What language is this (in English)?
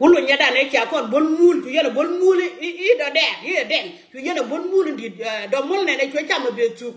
Nuer